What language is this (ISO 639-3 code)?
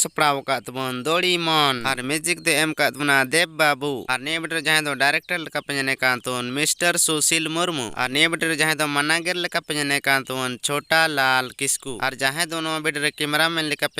sat